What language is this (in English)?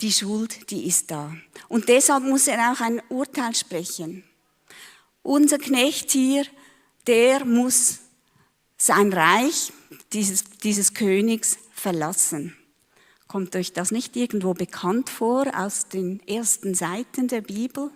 Swiss German